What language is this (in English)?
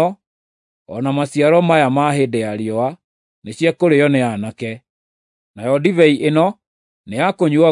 Kikuyu